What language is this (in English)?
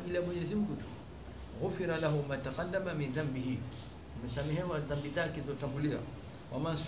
Swahili